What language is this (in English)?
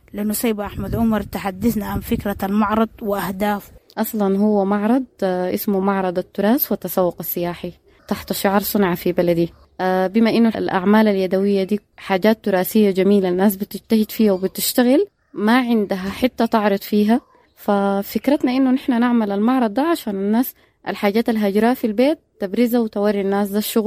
Sudanese Arabic